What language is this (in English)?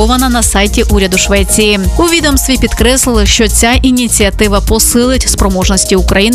Ukrainian